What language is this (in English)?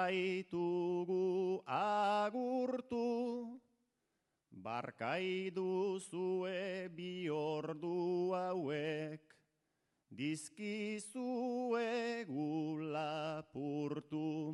Basque